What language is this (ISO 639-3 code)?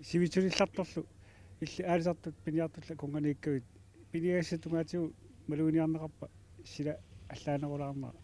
kal